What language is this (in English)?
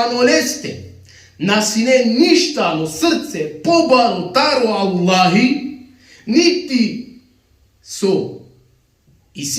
Balkan Romani